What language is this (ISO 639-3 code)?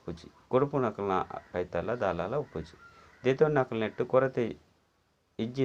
tcy